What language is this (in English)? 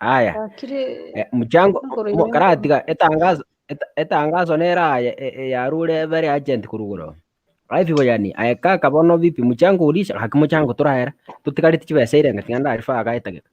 Gusii